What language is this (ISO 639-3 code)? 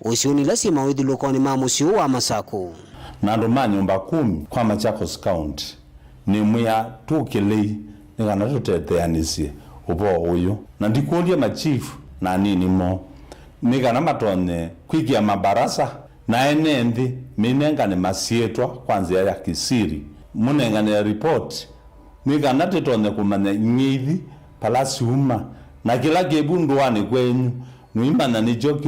kam